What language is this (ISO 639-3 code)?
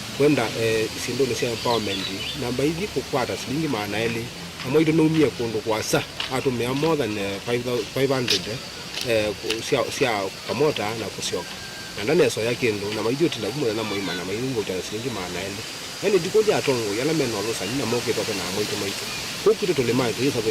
kam